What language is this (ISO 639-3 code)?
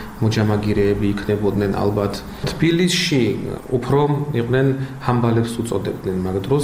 kat